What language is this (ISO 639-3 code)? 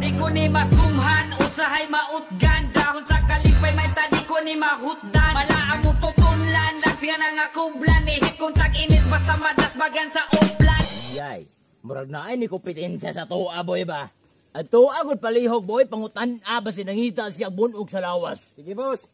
ceb